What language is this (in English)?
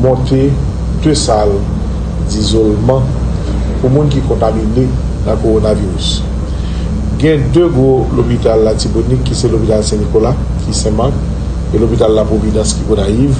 Haitian Creole